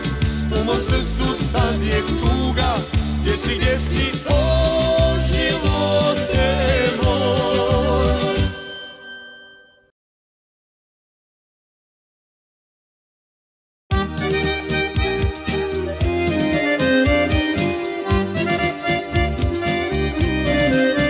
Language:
Croatian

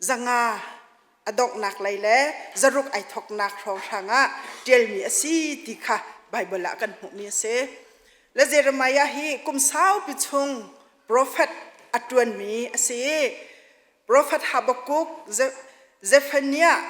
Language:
Hakha Chin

